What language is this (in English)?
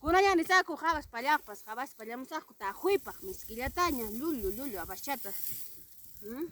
Ayacucho Quechua